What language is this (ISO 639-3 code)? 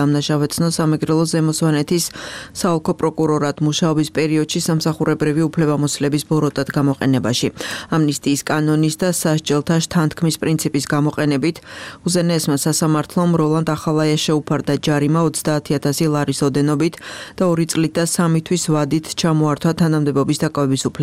kat